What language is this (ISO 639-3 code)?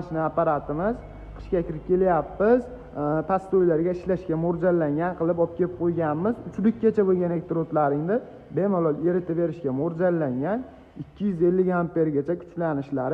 uzb